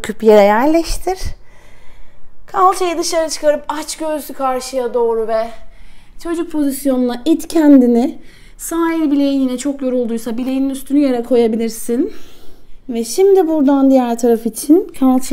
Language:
Turkish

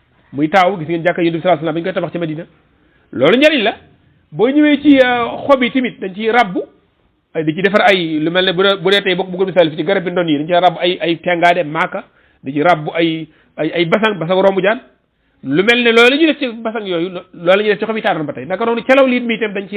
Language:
Wolof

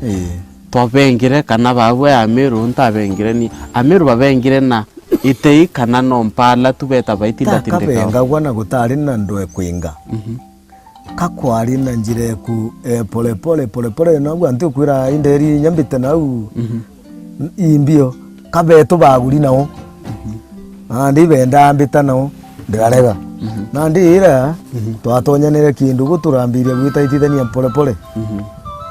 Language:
Meru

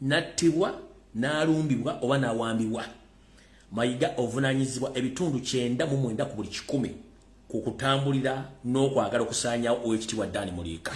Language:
Ganda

